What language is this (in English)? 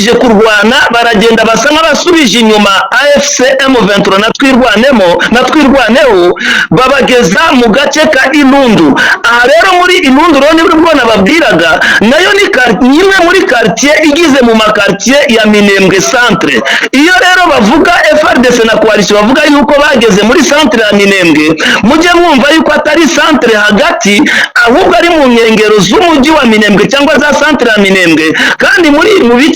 Kinyarwanda